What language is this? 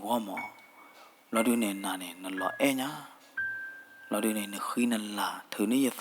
S'gaw Karen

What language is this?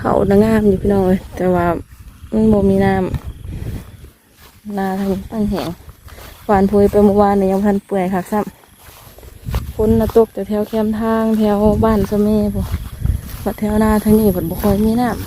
Northeastern Thai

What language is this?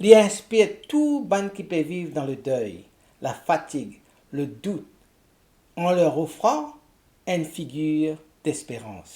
Morisyen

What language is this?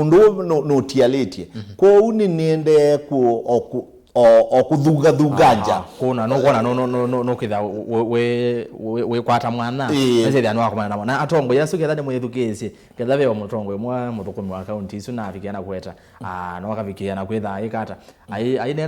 Kamba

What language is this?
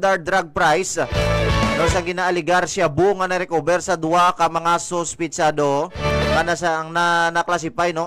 Hiligaynon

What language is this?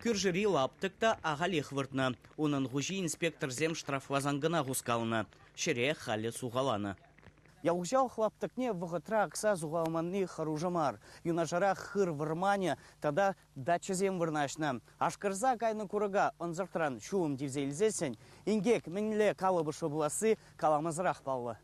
Chuvash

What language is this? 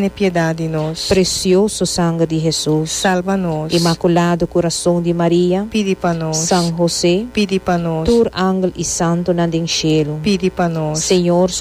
Papiamento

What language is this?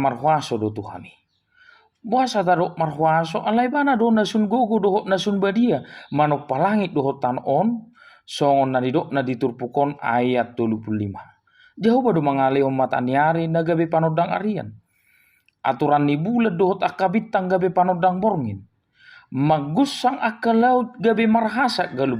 Batak Toba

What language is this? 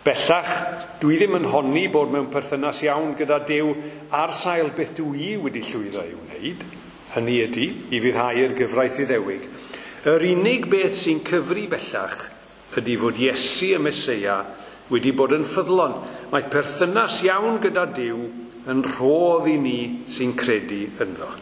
Welsh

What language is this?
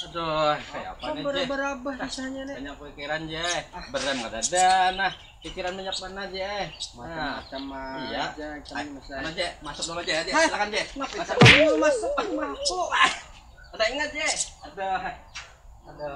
Banjar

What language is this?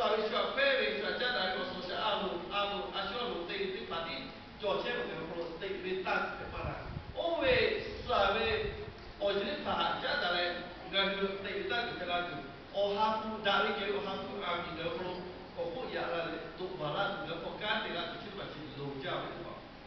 Lahu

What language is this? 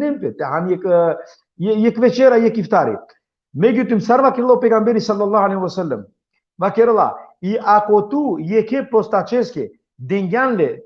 Balkan Romani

